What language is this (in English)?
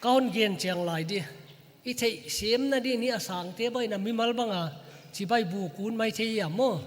Paite Chin